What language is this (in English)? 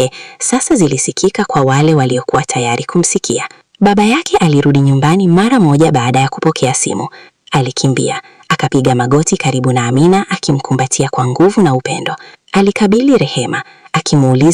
Swahili